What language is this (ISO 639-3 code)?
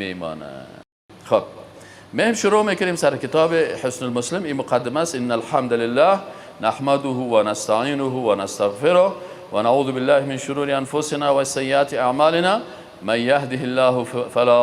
fas